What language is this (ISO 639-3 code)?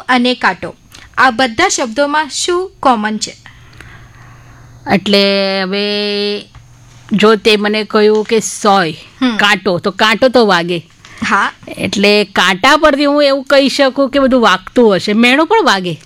guj